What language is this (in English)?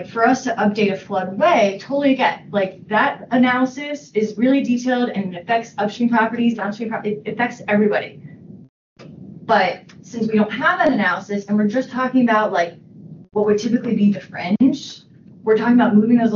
English